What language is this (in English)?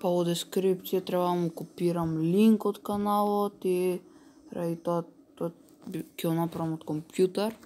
Macedonian